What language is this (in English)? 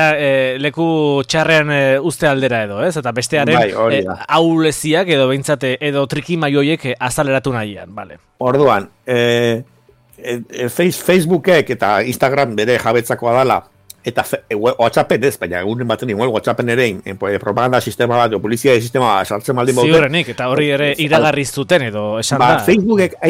Basque